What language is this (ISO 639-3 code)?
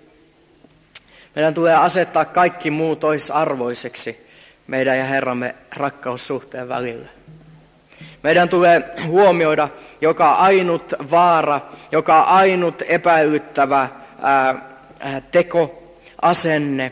fin